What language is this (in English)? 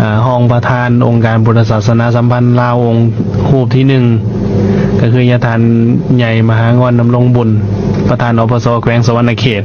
Lao